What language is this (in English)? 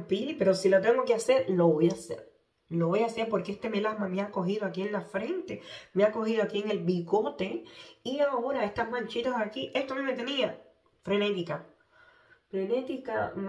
Spanish